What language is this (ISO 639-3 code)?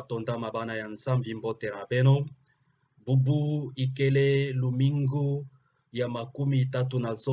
ktu